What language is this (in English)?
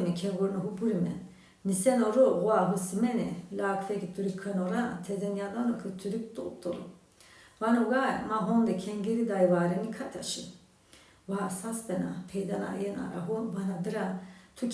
Zaza